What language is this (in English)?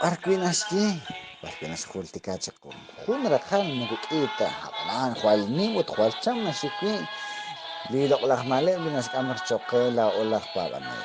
Kekchí